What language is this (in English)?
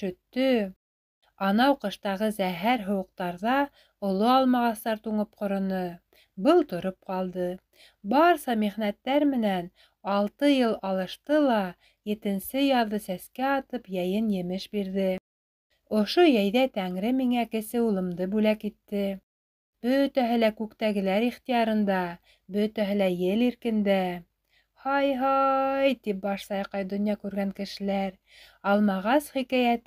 Bashkir